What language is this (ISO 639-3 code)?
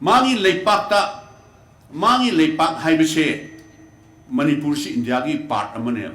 mni